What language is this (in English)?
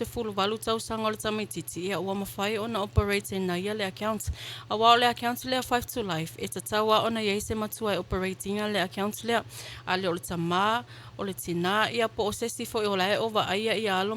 Samoan